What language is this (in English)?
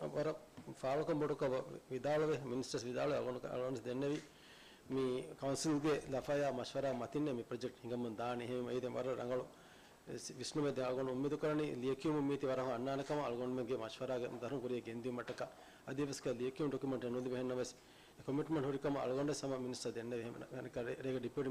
Divehi